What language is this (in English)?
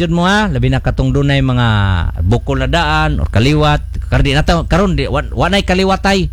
Cebuano